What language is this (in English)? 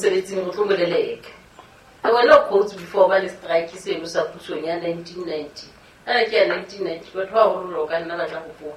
Southern Sotho